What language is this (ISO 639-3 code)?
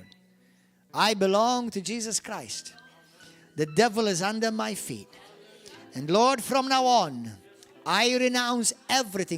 eng